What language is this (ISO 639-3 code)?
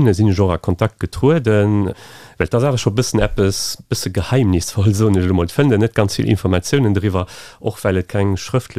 ltz